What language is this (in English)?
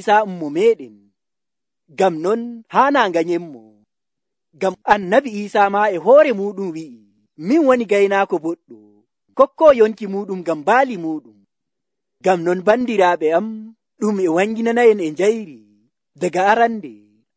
Nigerian Fulfulde